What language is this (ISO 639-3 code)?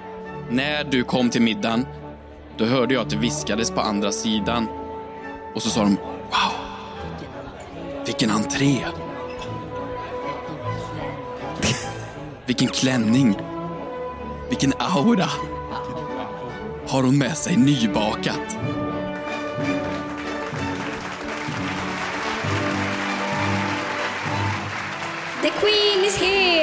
swe